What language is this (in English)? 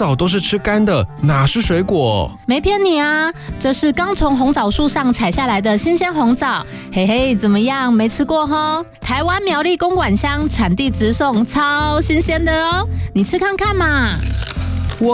Chinese